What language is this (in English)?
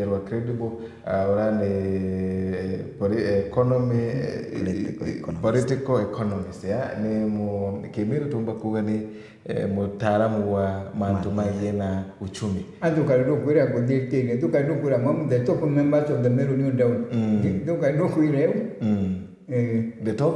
Meru